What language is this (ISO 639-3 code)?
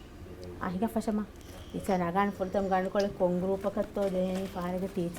div